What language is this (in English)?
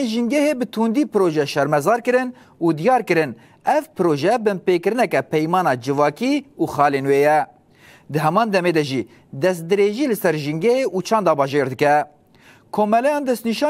Kurdish